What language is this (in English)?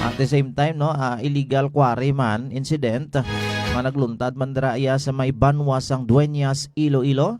Hiligaynon